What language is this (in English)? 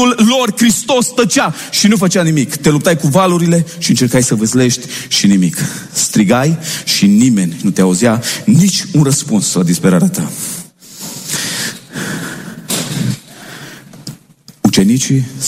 Romanian